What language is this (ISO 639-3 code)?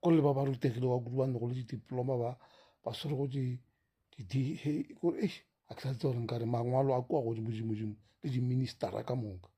nso